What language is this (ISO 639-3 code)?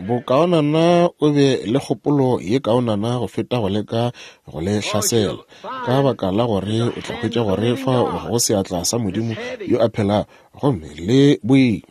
nso